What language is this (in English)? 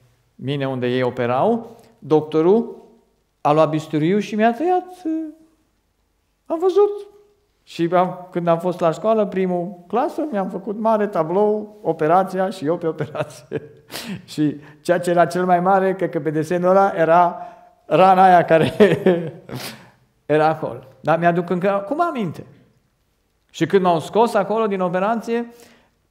Romanian